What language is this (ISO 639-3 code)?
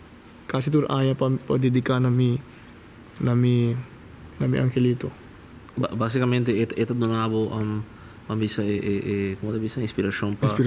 pap